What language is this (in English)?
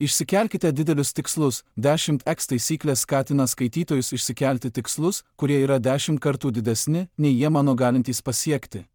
Lithuanian